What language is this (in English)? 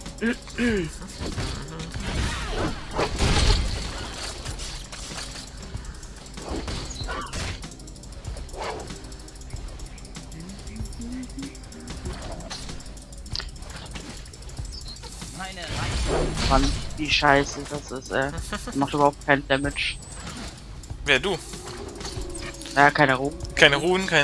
German